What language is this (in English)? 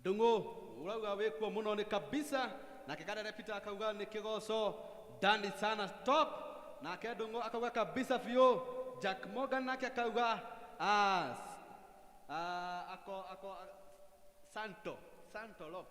Kikuyu